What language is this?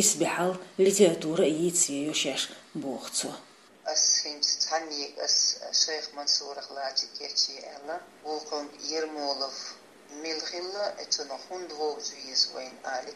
Chechen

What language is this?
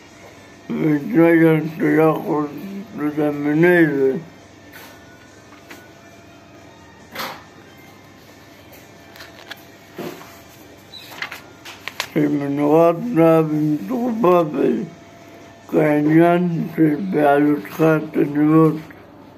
Hebrew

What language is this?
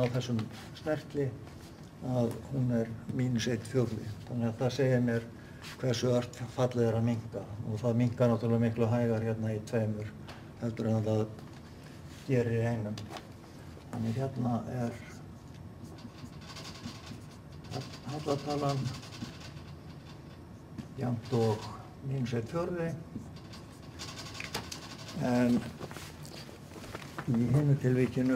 Icelandic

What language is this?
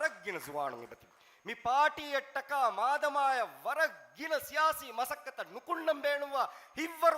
Divehi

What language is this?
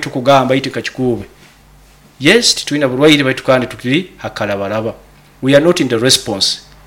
Nyoro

